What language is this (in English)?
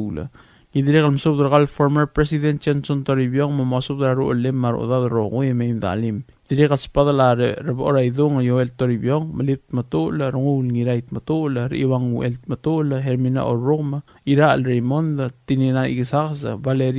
Palauan